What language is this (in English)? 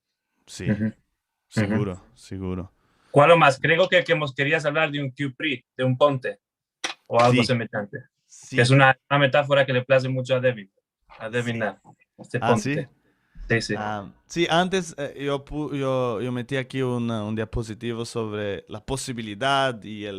Ladino